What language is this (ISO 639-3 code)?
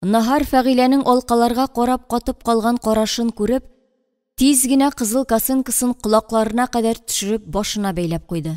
tat